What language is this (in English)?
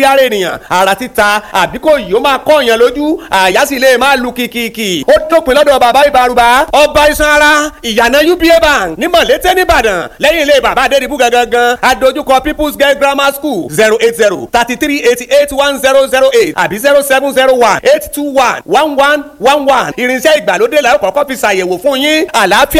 Yoruba